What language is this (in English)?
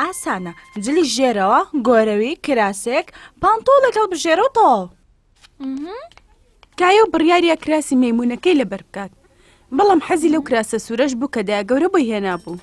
Central Kurdish